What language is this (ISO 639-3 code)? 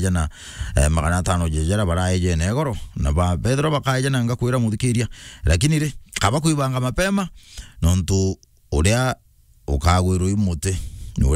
mer